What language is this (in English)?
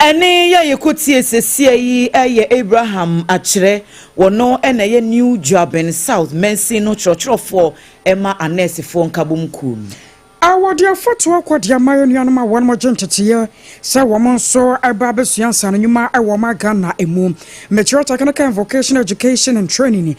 Akan